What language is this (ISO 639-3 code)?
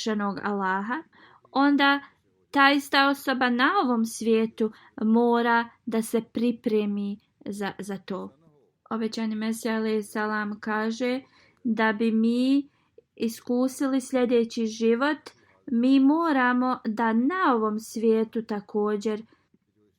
bos